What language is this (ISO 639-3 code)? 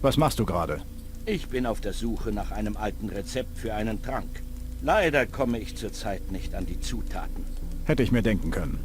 bar